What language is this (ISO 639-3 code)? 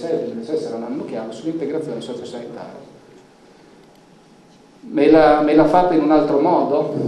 ita